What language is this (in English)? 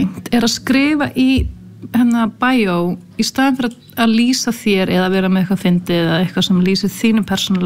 Icelandic